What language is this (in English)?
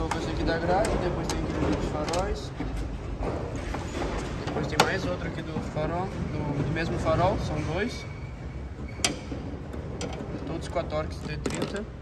Portuguese